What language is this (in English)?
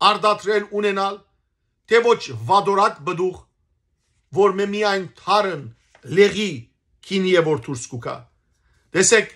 Western Armenian